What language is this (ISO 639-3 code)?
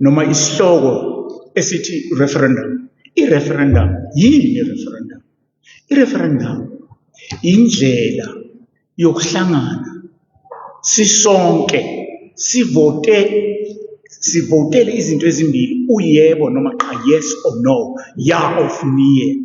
zul